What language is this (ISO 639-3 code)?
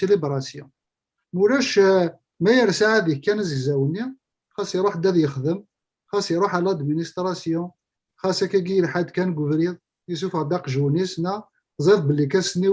kab